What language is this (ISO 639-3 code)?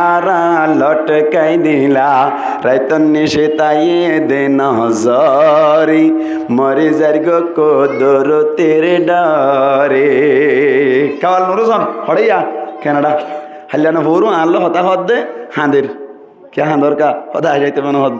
rhg